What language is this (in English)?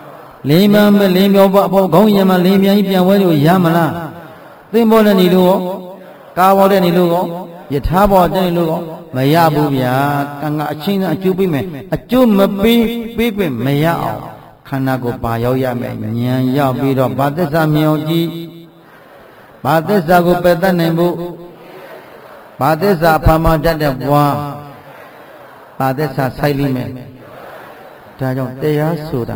Burmese